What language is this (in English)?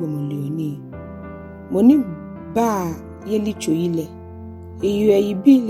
Ga